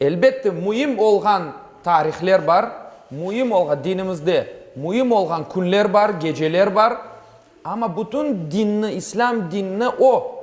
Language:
Crimean Tatar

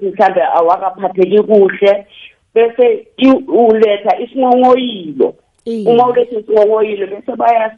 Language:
South Ndebele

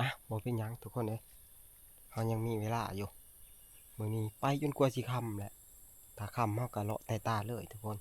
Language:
Northeastern Thai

